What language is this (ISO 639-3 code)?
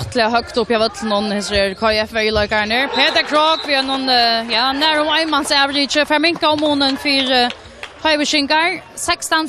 fao